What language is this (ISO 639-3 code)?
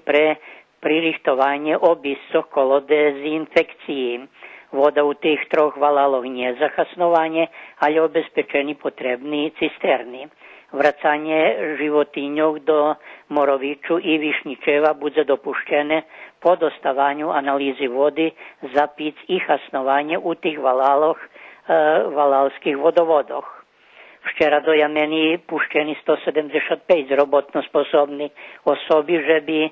rue